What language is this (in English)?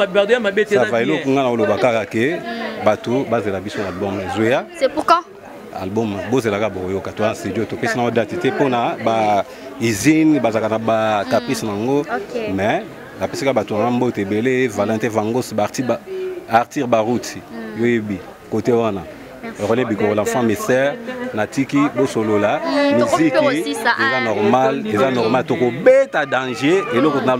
Lingala